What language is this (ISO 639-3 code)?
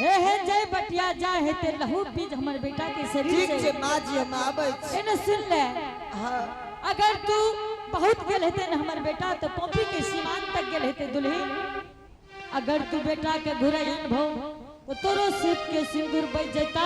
anp